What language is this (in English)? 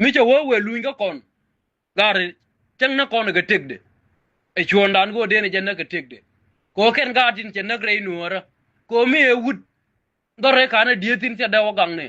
Nuer